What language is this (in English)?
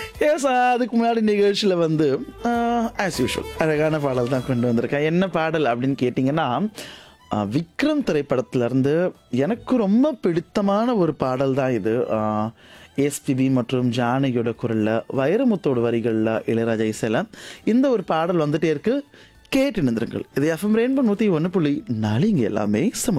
Tamil